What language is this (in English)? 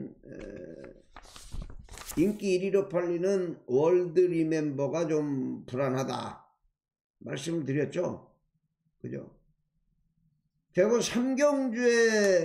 Korean